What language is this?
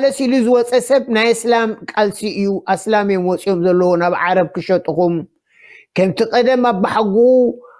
Tigrinya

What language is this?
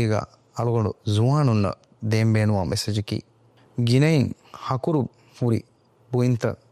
Divehi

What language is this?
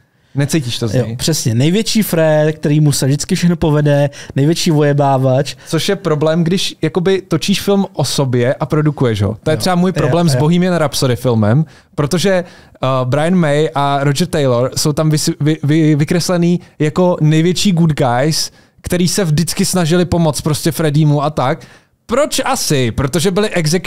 Czech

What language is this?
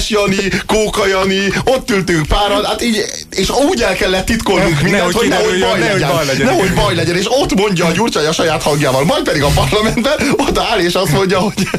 Hungarian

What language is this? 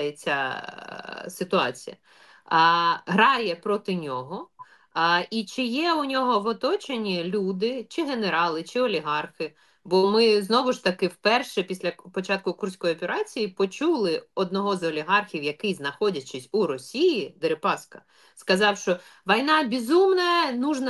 Ukrainian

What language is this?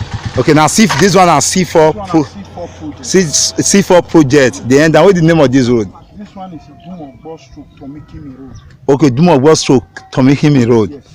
Nigerian Pidgin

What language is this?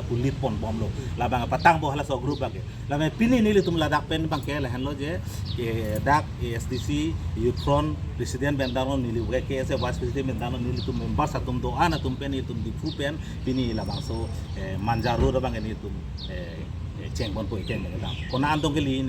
Karbi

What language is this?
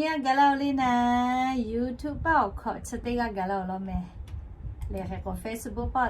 Lahu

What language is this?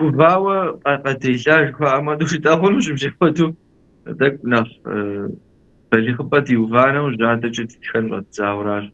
Kabardian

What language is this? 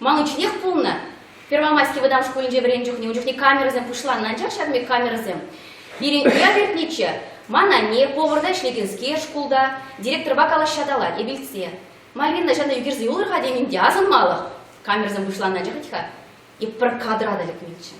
Chuvash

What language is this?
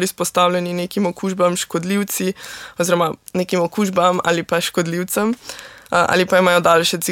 Slovenian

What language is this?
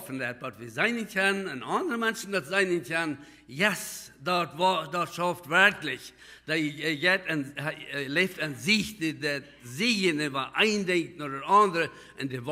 Plautdietsch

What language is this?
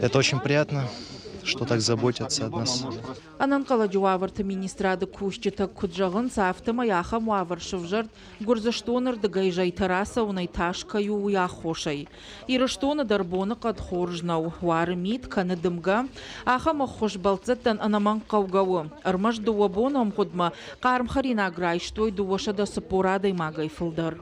Ossetic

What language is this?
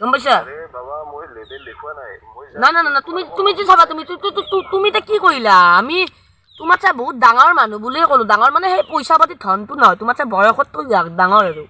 Assamese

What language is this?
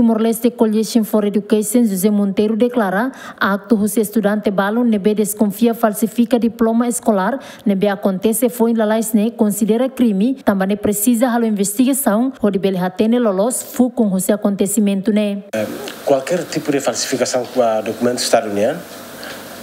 Tetum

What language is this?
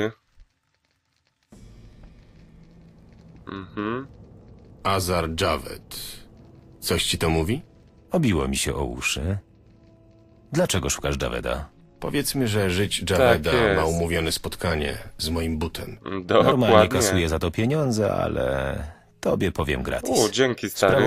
Polish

